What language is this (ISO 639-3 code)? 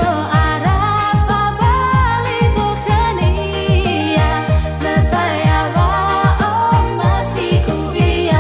nia